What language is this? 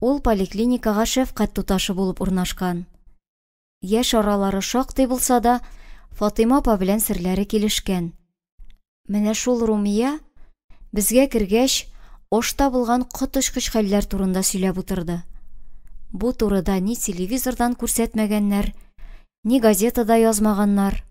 Tatar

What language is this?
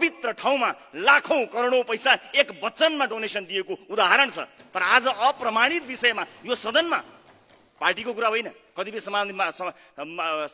Nepali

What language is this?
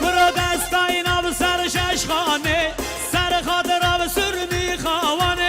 Kurdish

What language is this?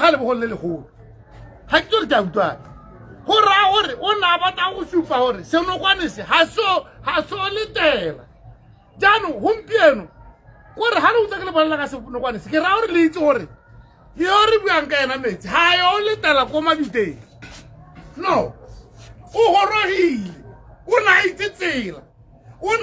Tswana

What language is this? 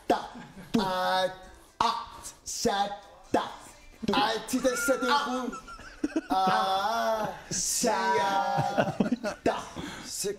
Kalaallisut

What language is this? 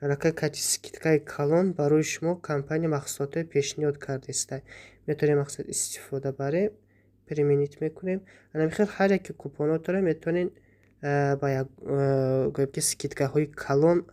Tajik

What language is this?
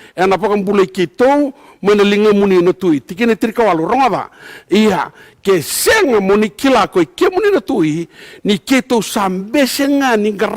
Fijian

